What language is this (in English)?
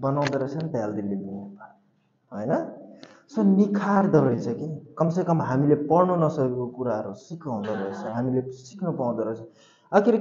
Nepali